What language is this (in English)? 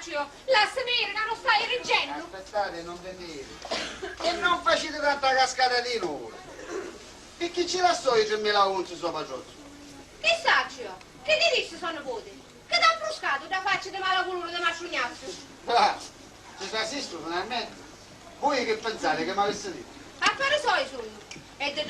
Sicilian